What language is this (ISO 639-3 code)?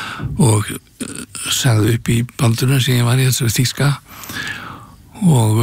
isl